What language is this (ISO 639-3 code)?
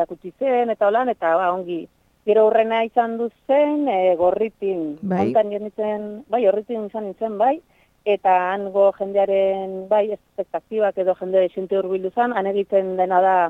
eus